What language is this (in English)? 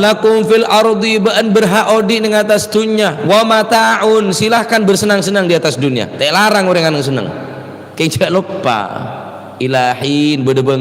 Madurese